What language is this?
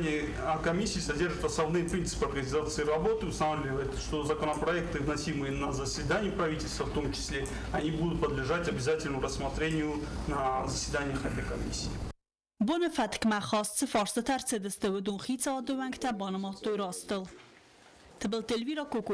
Ossetic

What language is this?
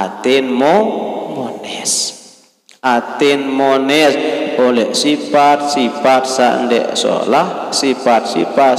Sasak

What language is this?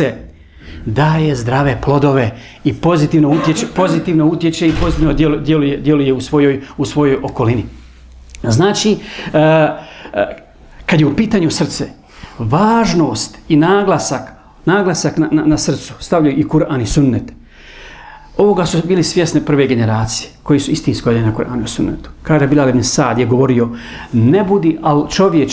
Bosnian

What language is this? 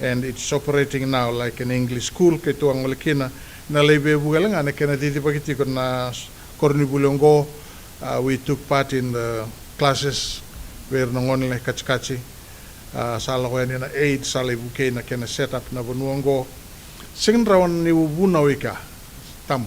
Fijian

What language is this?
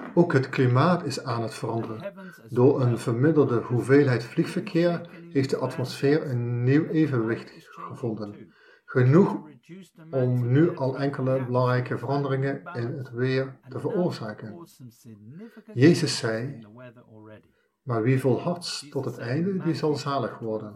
Dutch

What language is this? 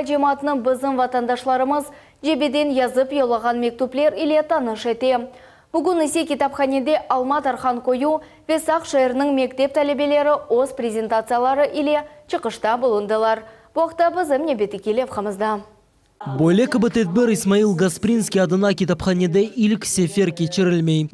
Crimean Tatar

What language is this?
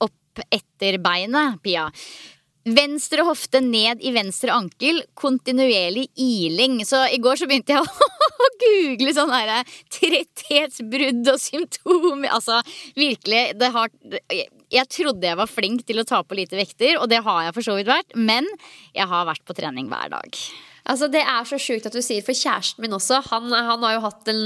Norwegian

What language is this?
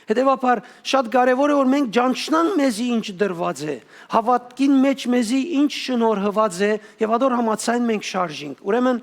Western Armenian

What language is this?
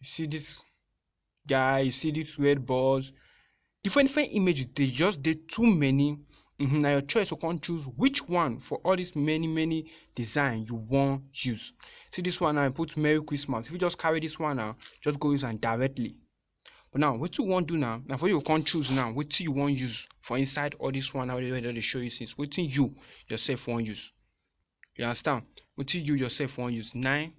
Nigerian Pidgin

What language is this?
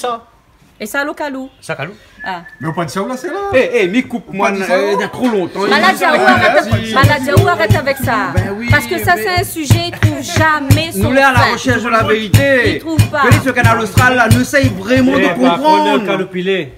Réunion Creole French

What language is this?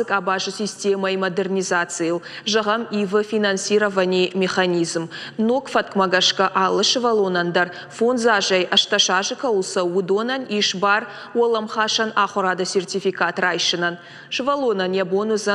Ossetic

